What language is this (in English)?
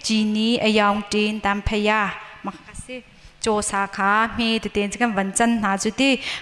Hakha Chin